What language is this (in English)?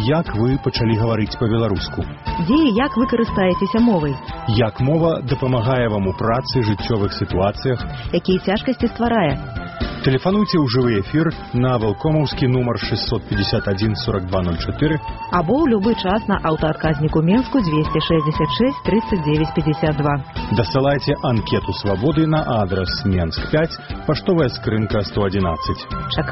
Belarusian